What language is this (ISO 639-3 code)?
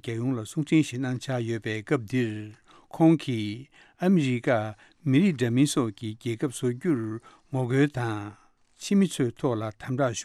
bod